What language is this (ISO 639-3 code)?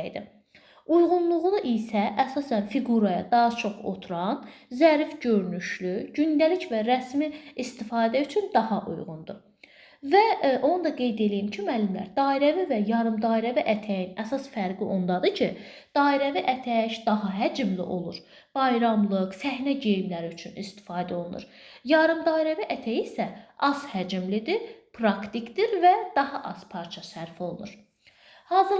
aze